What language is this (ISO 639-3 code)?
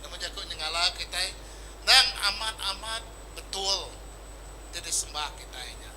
iba